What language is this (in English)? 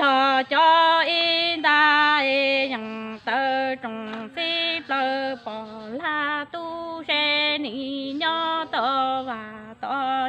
Hmong